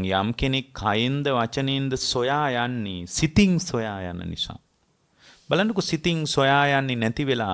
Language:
Sinhala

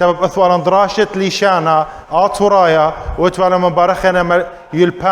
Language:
Assyrian Neo-Aramaic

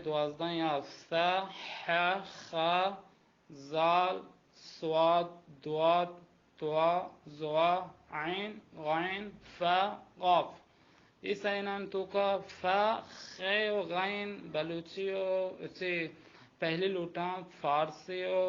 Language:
Baluchi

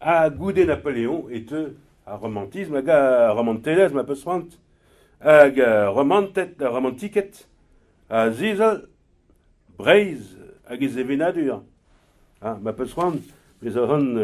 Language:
Breton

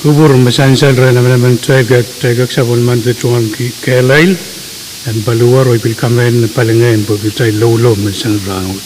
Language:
Pohnpeian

